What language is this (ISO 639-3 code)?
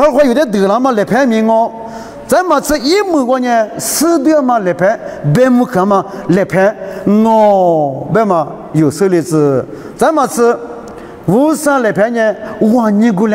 lis